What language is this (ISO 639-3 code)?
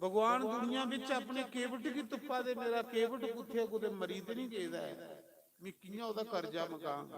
doi